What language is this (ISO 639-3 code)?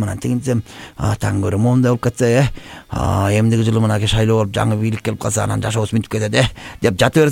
kir